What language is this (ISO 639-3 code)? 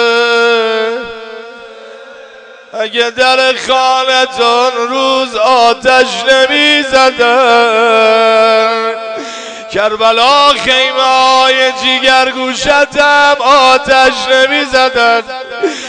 fas